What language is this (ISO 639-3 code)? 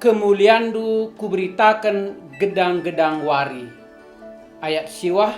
btx